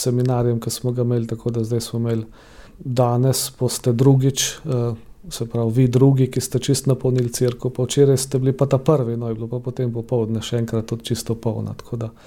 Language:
Slovenian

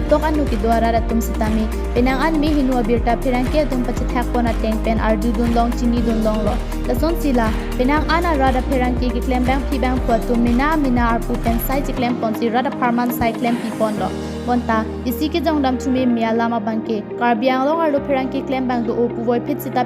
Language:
Karbi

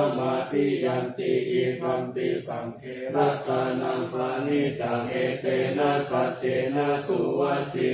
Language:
Pali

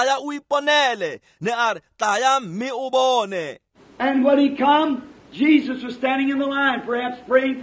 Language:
Tswana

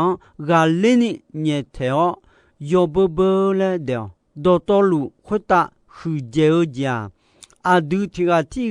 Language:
Akha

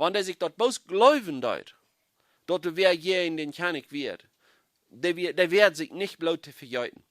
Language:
Plautdietsch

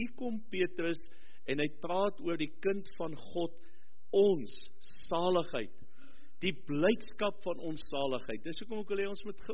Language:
Afrikaans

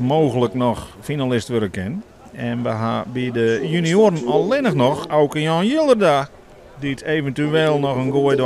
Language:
Western Frisian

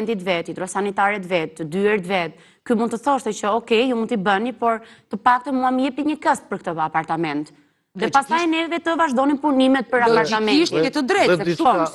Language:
Albanian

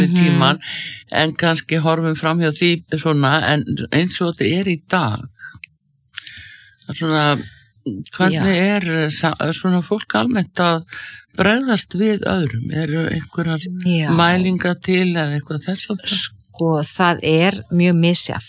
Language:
Icelandic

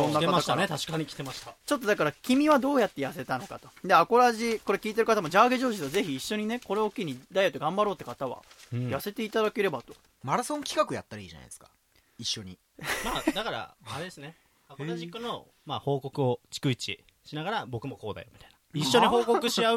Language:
Japanese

